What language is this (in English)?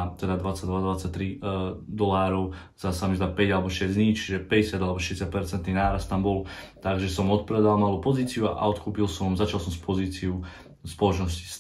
Slovak